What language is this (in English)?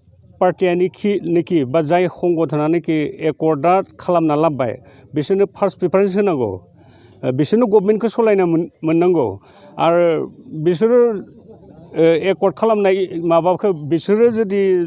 Bodo